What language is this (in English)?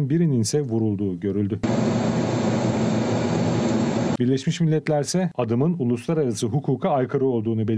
Turkish